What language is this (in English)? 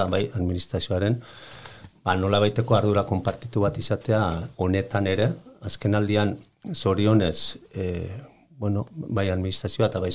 Basque